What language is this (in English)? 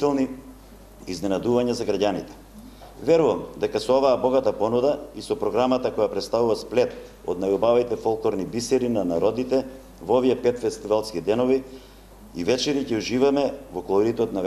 Macedonian